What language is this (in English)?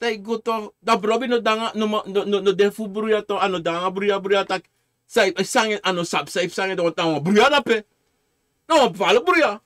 Sranan Tongo